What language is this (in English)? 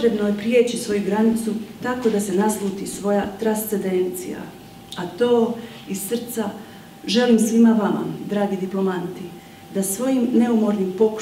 Croatian